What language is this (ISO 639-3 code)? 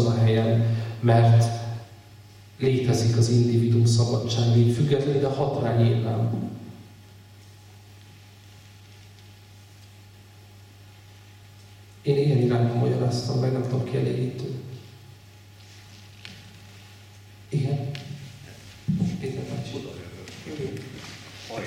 hun